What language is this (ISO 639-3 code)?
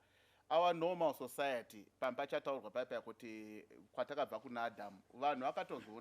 sna